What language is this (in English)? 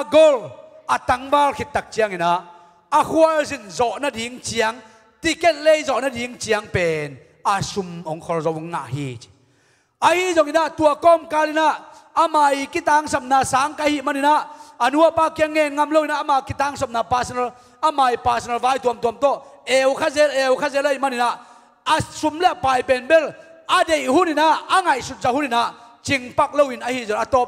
Tedim Chin